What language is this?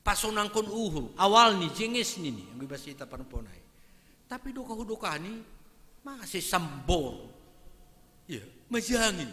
Batak Simalungun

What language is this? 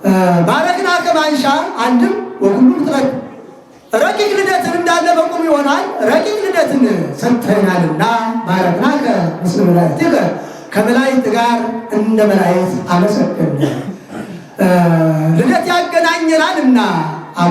Amharic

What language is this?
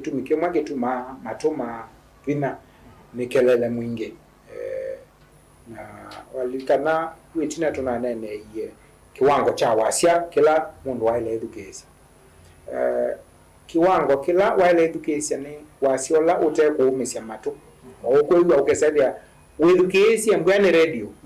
Kamba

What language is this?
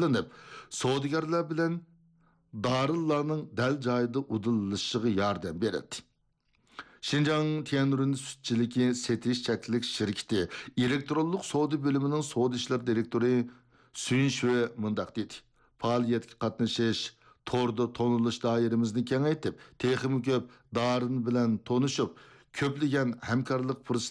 Uyghur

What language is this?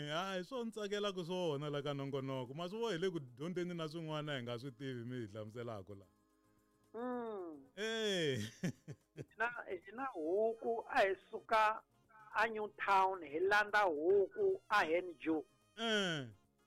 Tsonga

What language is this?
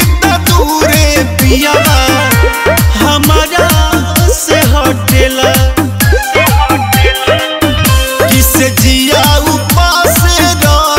Bhojpuri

